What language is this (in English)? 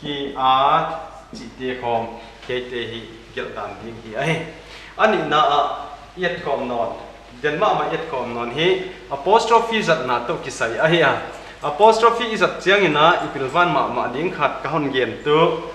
Paite Chin